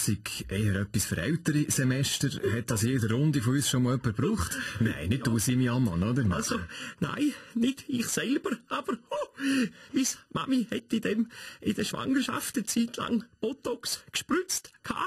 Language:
Swiss German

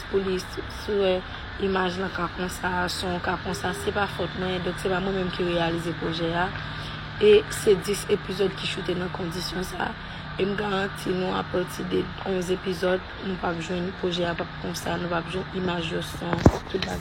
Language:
Haitian Creole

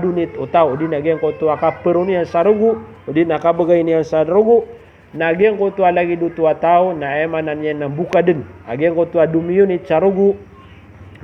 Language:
Maranao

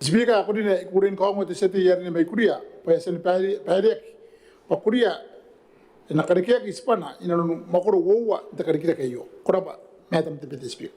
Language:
Gilbertese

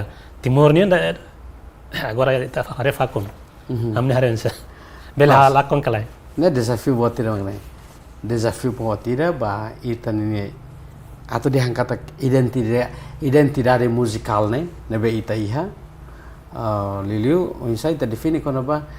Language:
Tetum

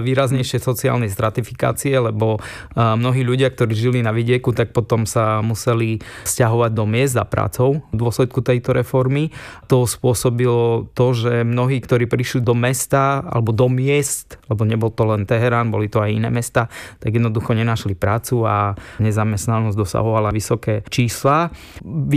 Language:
Slovak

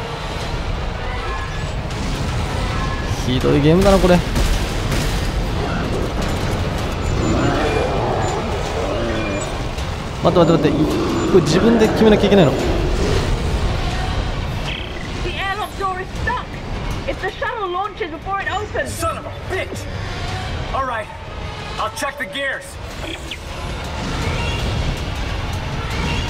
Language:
Japanese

